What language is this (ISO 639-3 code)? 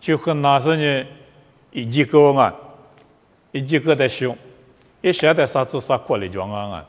lis